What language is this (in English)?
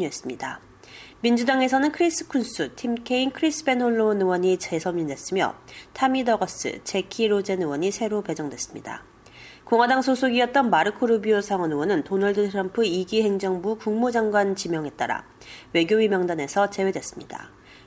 Korean